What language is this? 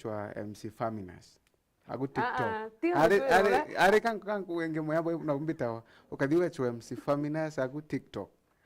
Meru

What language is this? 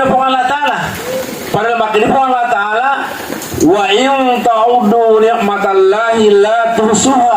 Buginese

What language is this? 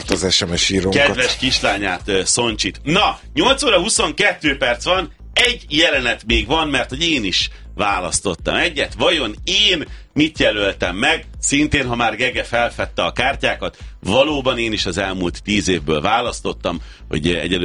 Hungarian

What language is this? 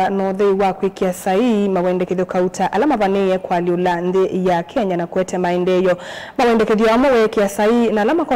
Kamba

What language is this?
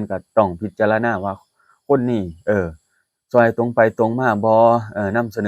Lao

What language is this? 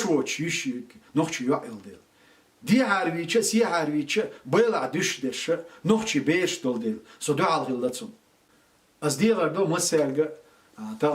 Chechen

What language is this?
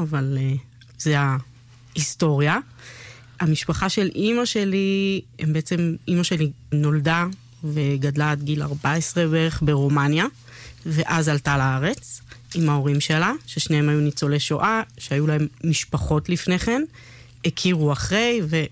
Hebrew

